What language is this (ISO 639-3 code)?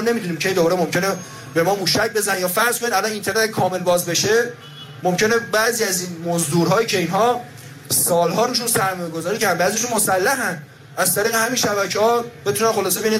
fas